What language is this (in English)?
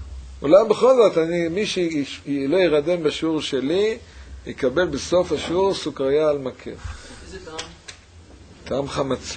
Hebrew